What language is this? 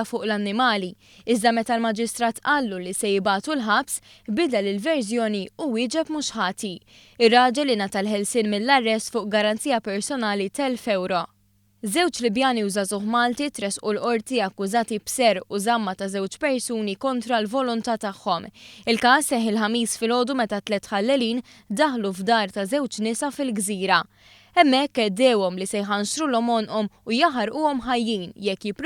Maltese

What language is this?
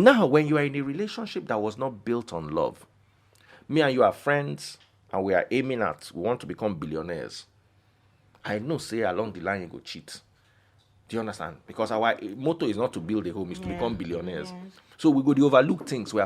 Nigerian Pidgin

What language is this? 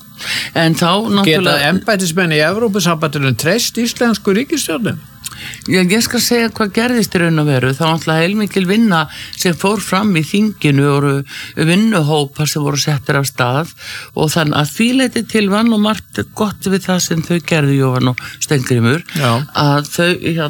Icelandic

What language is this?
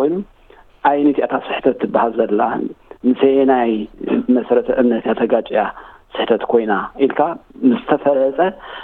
Tigrinya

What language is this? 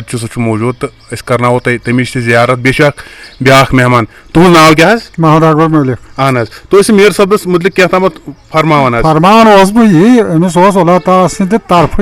Kashmiri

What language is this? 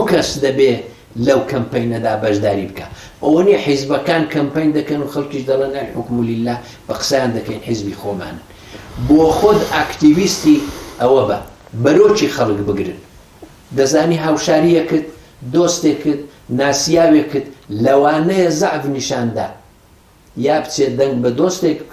Central Kurdish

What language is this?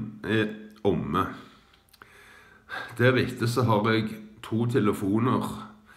Norwegian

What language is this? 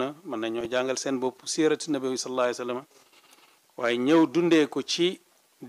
Wolof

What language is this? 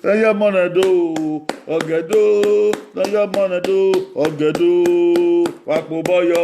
Bini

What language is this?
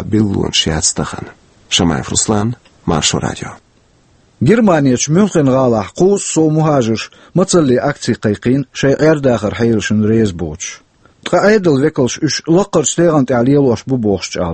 Chechen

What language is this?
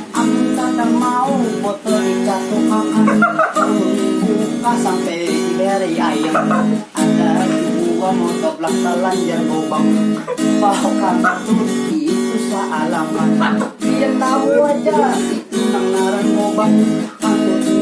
Banjar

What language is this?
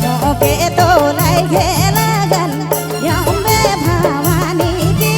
Sadri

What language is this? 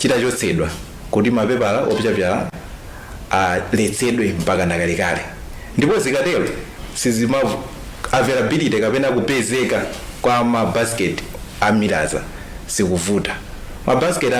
Nyanja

